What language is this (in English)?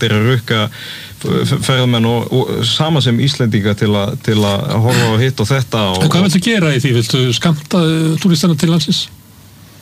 Icelandic